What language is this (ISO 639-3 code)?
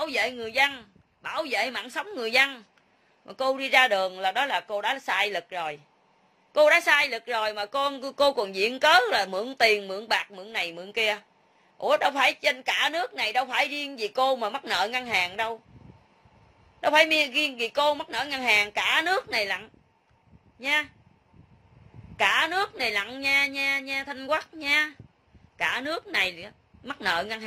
vie